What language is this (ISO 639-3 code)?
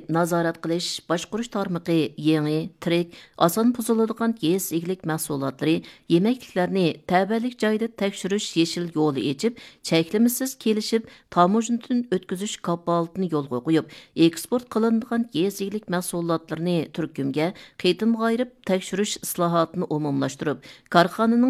uig